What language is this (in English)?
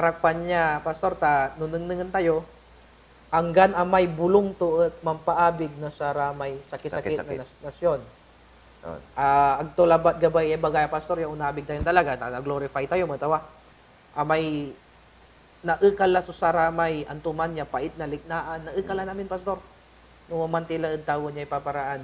Pangasinan